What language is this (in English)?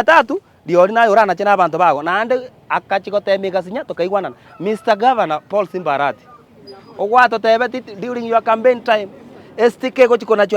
Gusii